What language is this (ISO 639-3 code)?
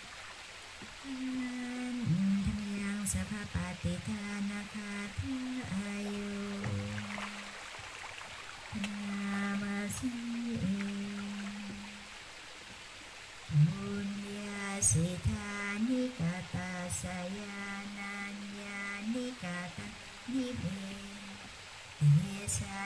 tha